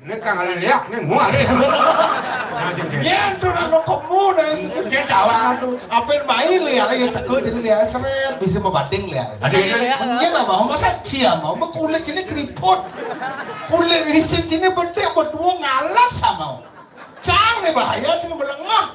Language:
Balinese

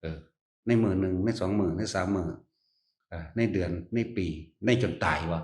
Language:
Northeastern Thai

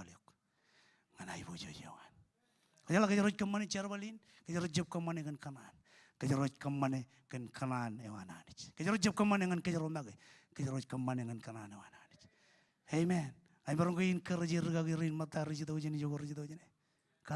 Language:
Marshallese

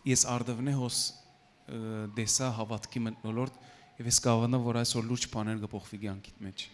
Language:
Western Armenian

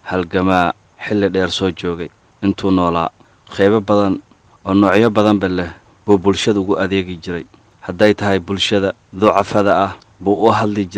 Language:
Somali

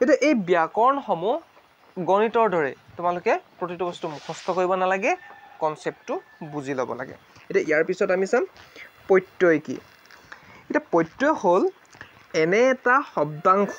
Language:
Assamese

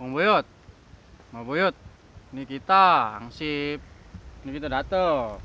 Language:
Betawi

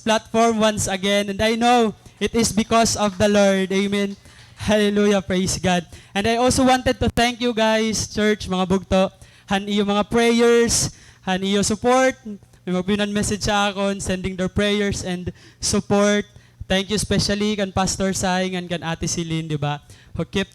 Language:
Waray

